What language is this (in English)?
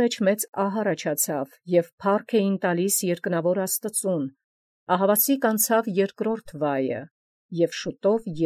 Armenian